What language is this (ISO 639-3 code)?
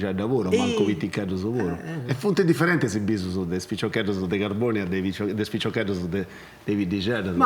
srd